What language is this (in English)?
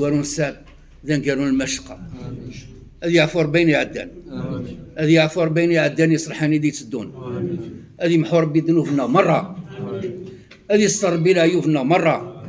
Kabyle